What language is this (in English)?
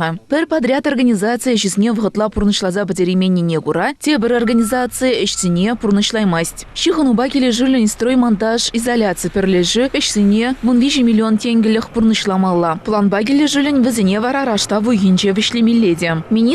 Chuvash